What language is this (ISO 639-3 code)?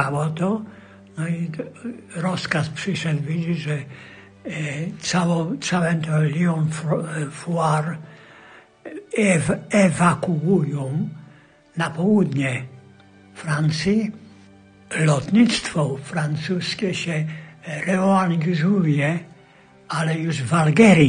pol